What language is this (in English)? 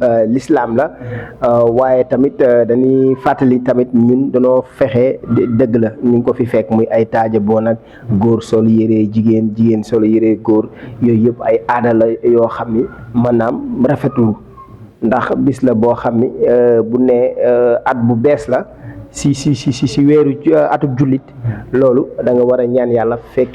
Wolof